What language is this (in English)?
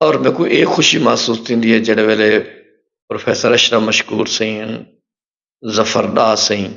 Saraiki